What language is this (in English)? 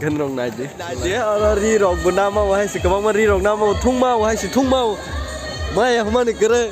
Kok Borok